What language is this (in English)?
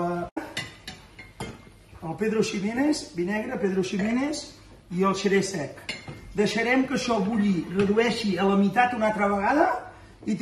Catalan